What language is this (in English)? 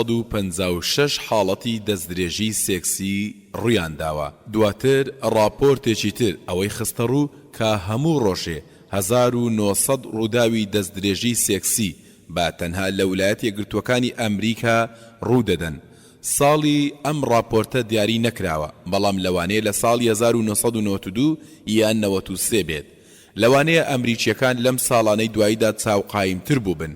Central Kurdish